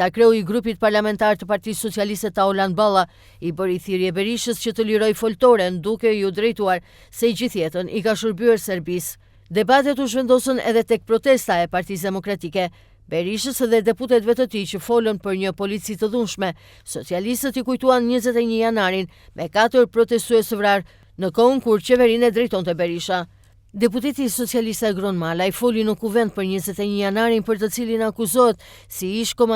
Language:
Albanian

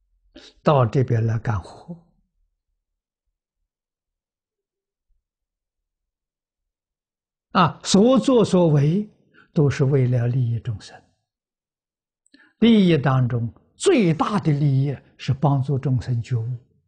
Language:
Chinese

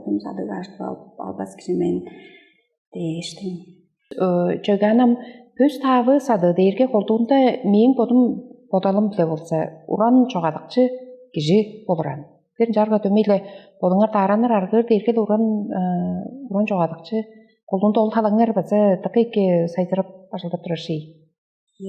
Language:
Tuvinian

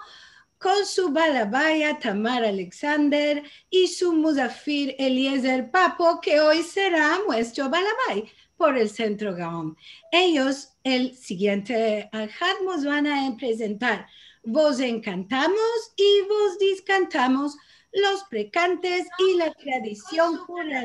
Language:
Ladino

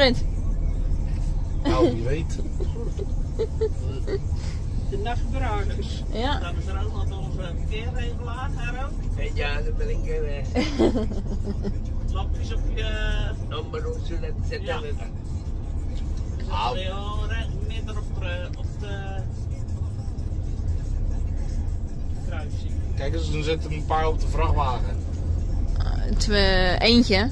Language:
Dutch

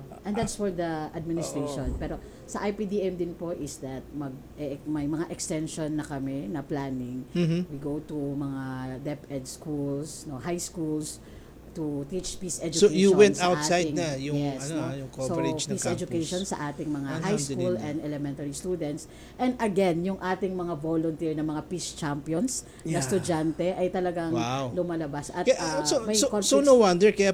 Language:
Filipino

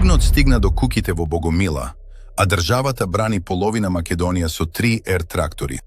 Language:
Macedonian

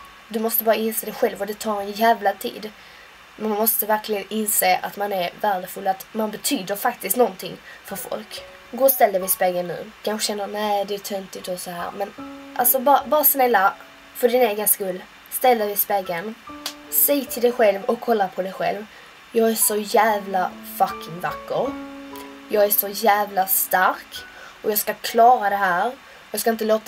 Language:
Swedish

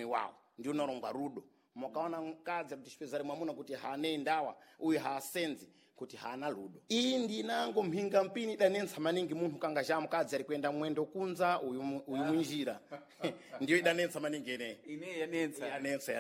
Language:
Sena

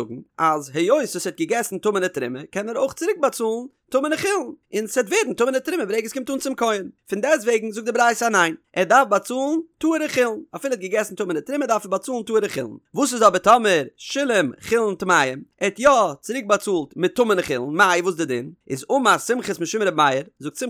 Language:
Yiddish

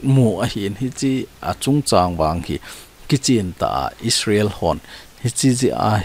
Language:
Thado Chin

